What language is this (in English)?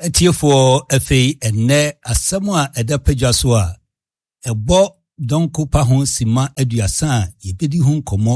Akan